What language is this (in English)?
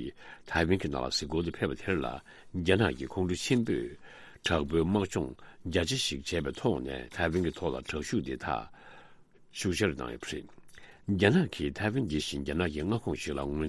Tibetan